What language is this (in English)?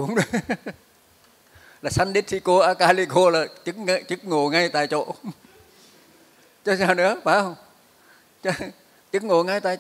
Vietnamese